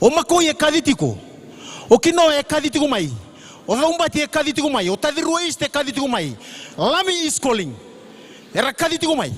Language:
Fijian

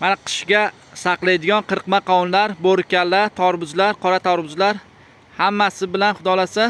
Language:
Uzbek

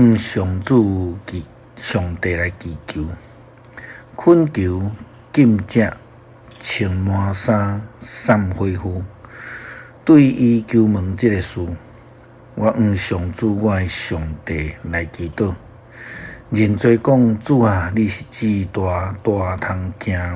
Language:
Min Nan Chinese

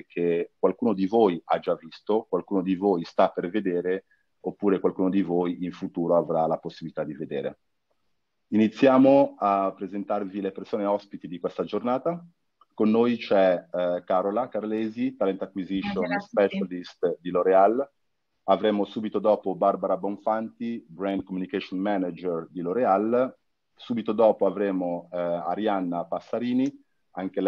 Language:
Italian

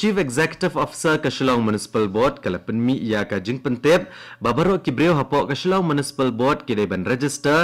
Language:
Khasi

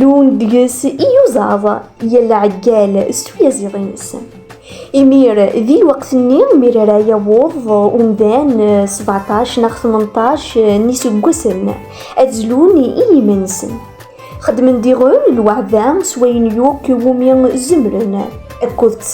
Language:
Kabyle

